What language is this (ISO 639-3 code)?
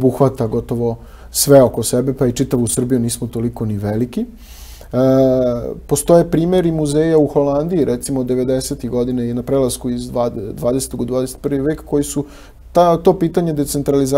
srp